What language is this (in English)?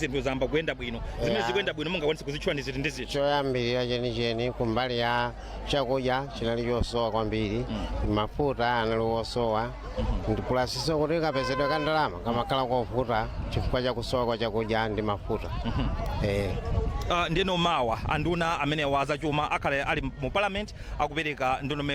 Nyanja